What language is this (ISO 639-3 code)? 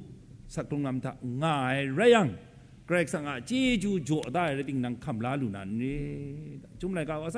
kac